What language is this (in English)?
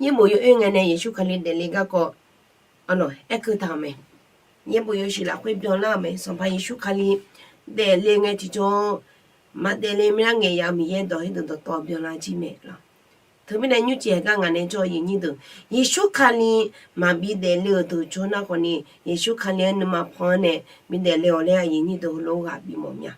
Akha